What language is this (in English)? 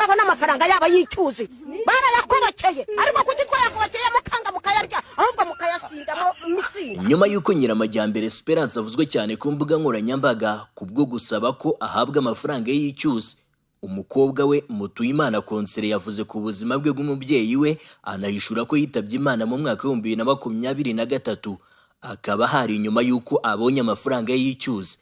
Kinyarwanda